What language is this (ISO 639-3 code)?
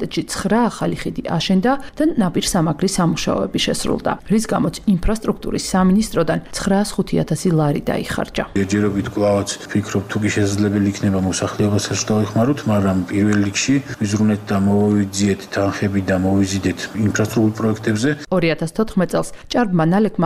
kat